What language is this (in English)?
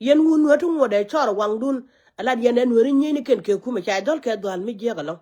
Nuer